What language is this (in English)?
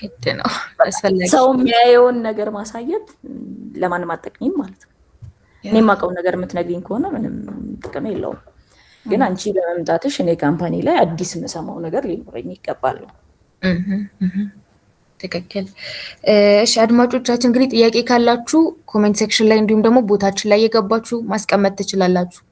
Amharic